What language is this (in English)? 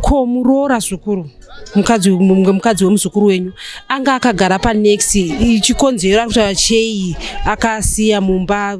Shona